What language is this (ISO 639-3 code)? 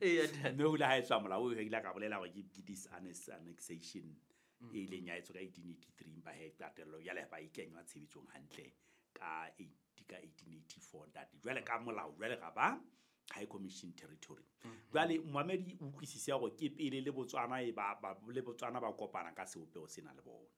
sot